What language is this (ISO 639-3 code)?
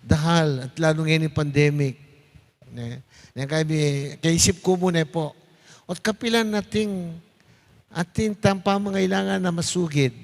pam